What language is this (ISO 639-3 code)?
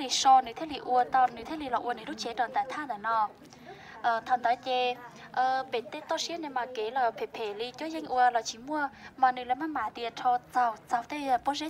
hmn